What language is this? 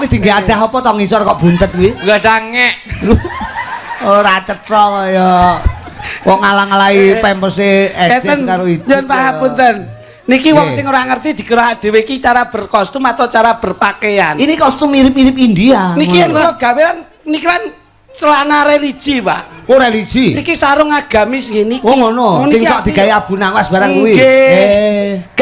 Javanese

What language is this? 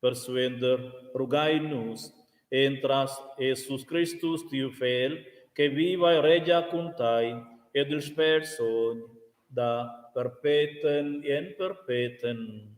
Romansh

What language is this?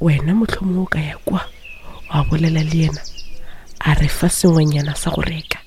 Northern Sotho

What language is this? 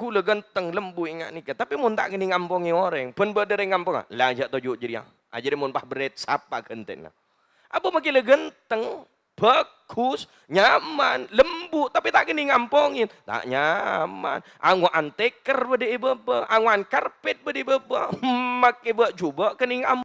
Madurese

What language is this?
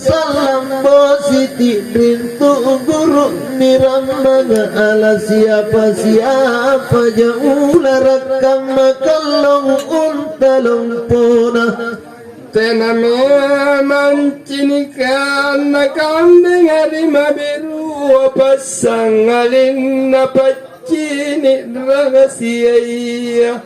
Makasar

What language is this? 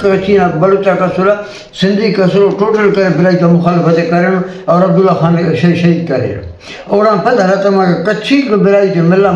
Brahui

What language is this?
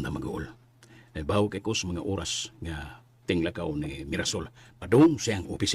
Cebuano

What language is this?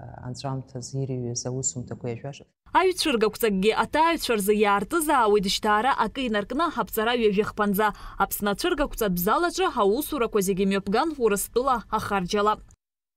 Abkhazian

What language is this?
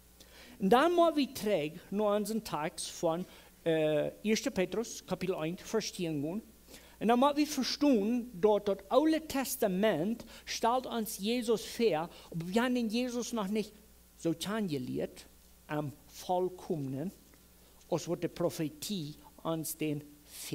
Plautdietsch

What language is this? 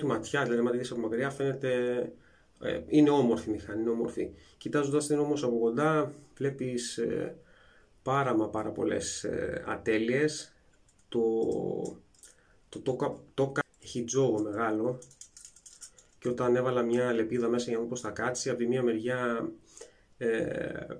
Greek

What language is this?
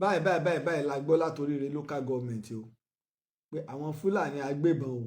Yoruba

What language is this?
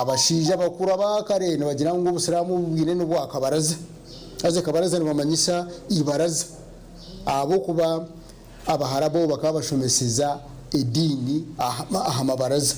Nyankole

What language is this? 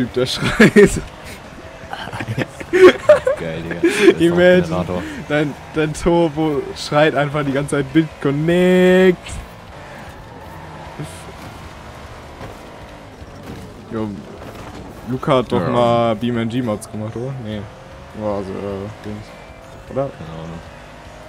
German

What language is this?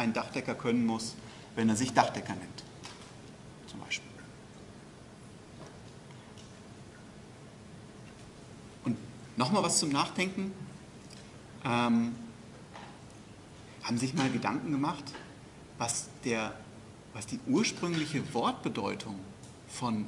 German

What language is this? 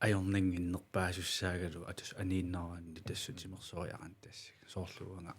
Kalaallisut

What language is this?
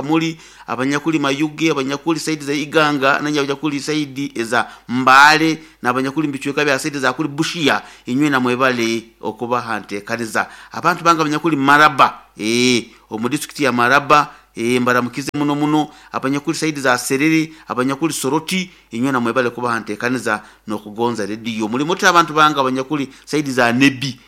Nyoro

